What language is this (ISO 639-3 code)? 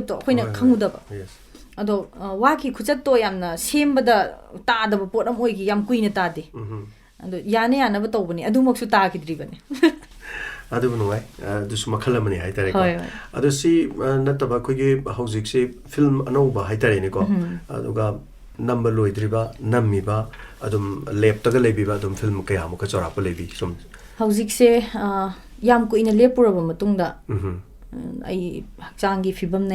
mni